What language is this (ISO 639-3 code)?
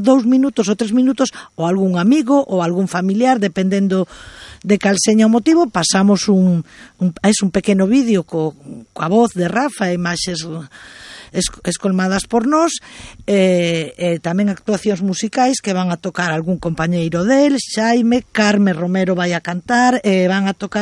glg